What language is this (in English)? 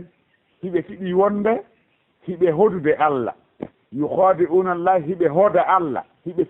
Fula